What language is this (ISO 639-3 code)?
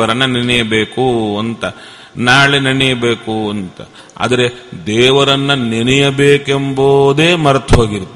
kan